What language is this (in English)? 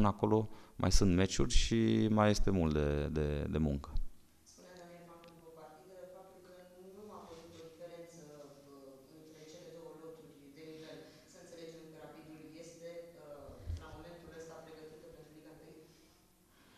Romanian